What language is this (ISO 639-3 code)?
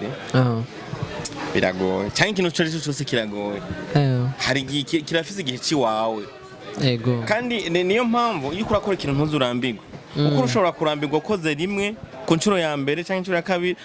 run